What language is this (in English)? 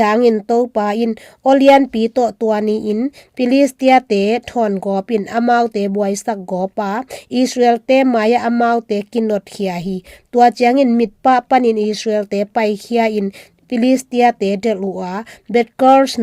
Tedim Chin